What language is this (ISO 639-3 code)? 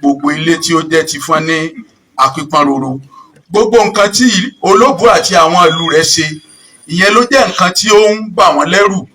yor